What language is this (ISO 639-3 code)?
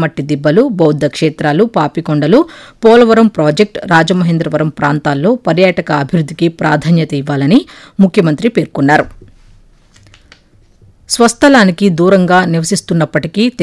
tel